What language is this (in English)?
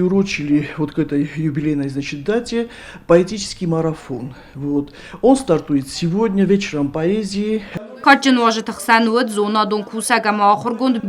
Ossetic